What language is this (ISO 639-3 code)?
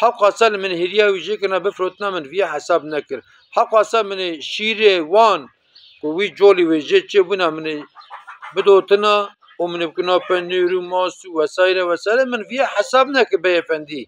kur